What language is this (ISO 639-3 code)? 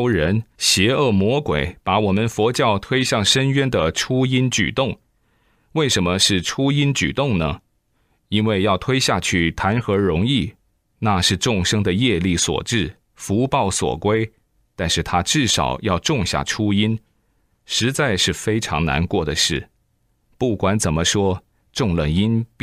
zho